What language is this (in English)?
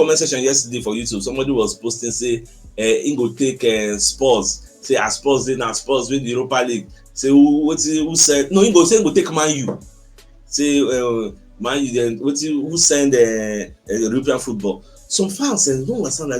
Nigerian Pidgin